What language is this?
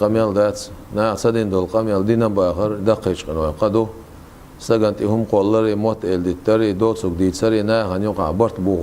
Chechen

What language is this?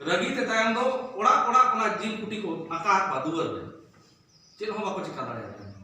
Santali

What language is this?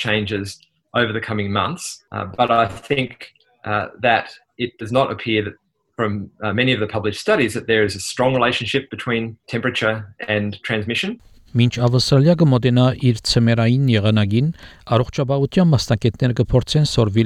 Armenian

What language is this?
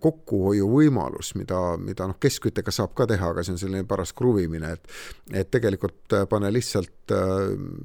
Estonian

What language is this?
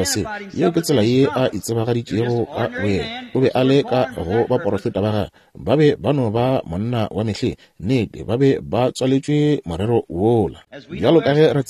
Northern Sotho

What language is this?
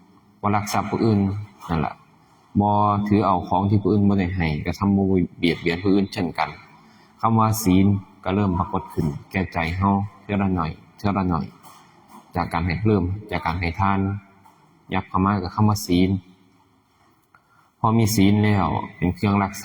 Lao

